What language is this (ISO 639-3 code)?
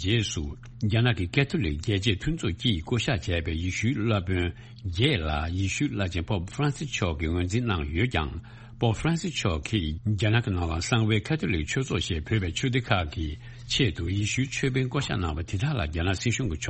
bod